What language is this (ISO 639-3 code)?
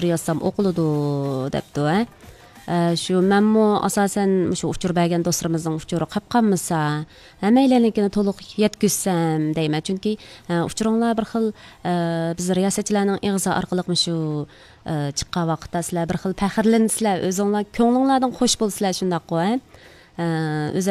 uig